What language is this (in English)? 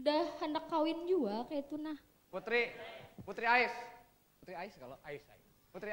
Banjar